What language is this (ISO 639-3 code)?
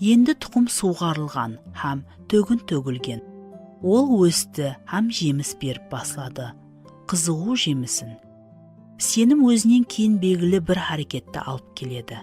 kaa